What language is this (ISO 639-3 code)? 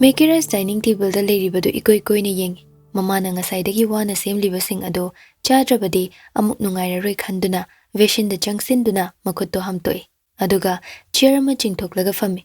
mni